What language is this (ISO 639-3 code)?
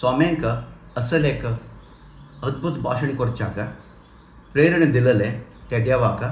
kok